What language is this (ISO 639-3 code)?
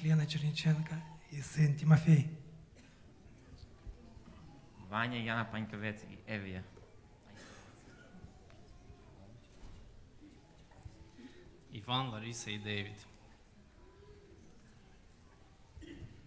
rus